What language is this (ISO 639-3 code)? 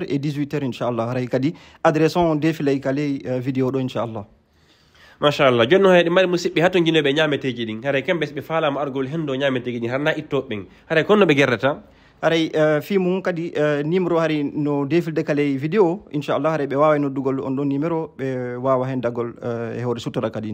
ful